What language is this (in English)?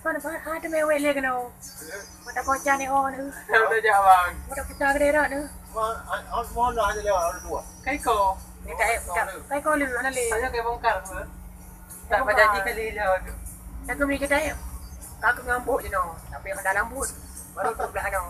Achinese